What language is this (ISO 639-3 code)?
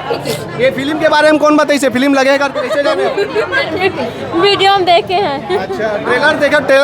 hne